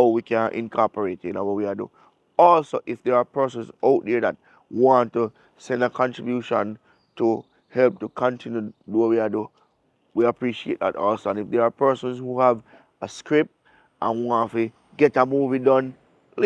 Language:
Jamaican Creole English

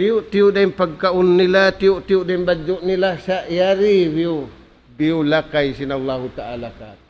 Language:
Tausug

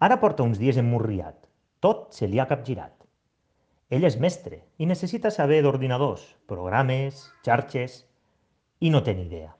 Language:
Catalan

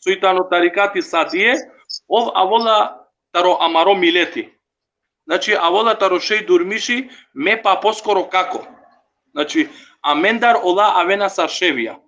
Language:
Balkan Romani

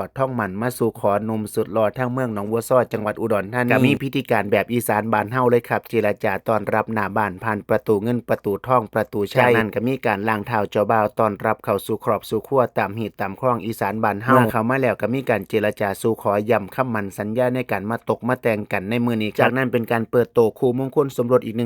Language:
Northeastern Thai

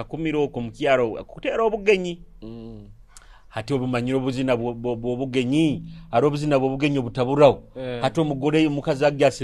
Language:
Nyoro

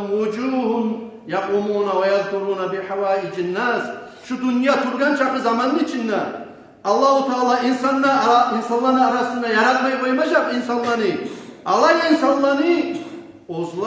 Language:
Kumyk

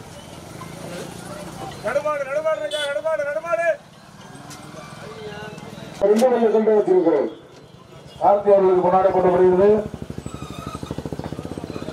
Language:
Tamil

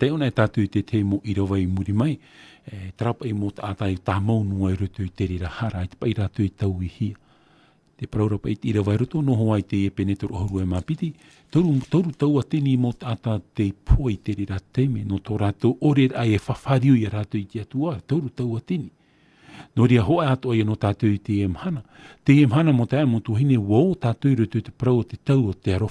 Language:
Tahitian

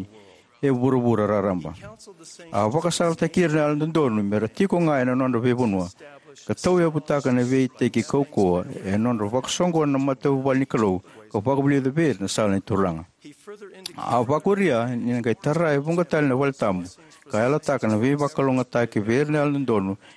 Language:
Fijian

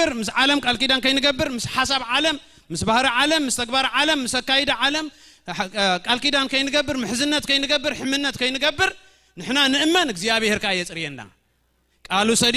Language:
Tigrinya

